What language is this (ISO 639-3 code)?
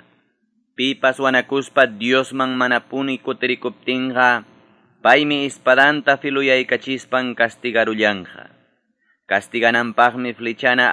que